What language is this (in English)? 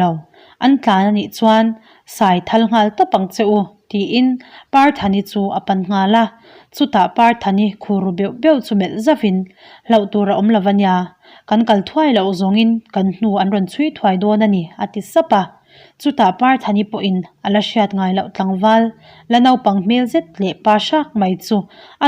Mizo